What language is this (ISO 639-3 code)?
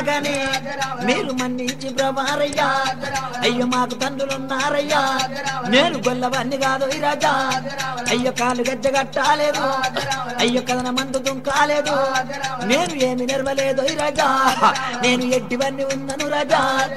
tel